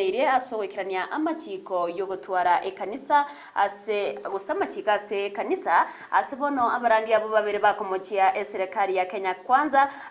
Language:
Gusii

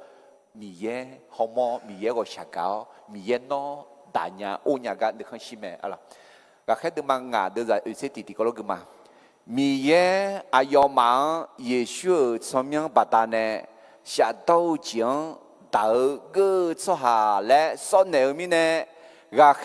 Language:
Akha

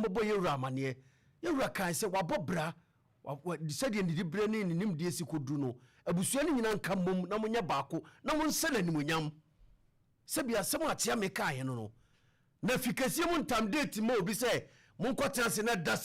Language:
Akan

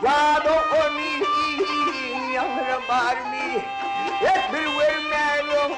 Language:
Turkmen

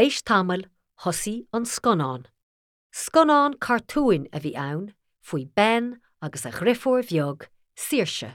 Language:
Irish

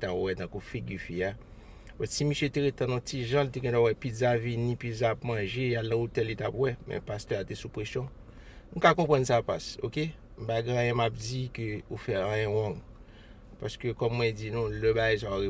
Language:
Haitian Creole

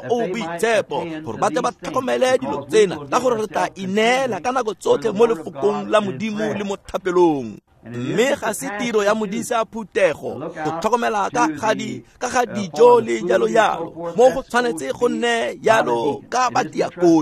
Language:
Tswana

